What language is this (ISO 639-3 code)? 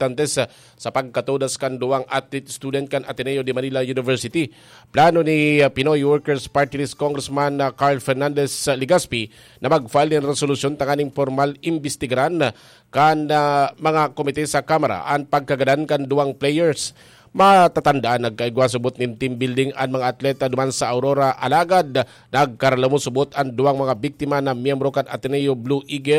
bik